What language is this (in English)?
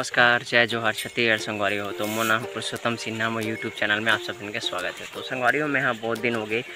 Chhattisgarhi